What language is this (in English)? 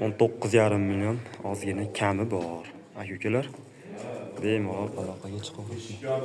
Uzbek